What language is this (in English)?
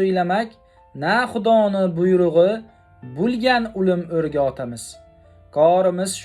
Uzbek